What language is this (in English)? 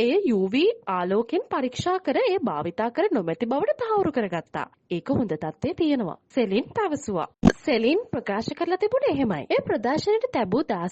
Sinhala